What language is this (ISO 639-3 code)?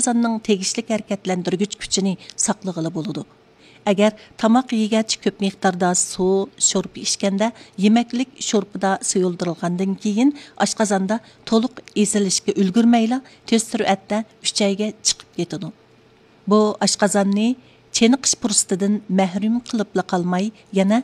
uig